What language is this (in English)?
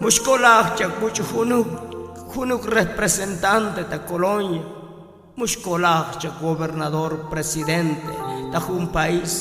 Tzotzil